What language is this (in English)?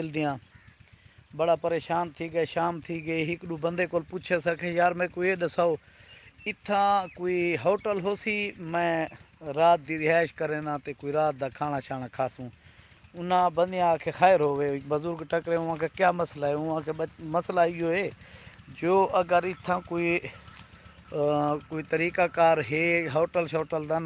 Saraiki